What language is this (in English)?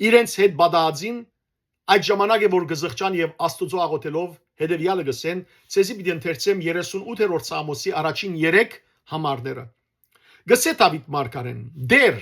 Western Armenian